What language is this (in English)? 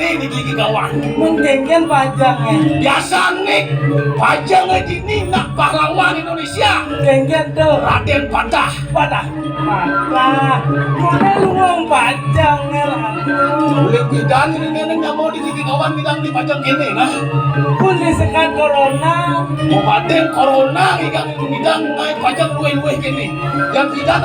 Balinese